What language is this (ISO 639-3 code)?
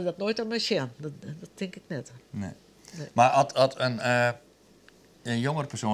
fry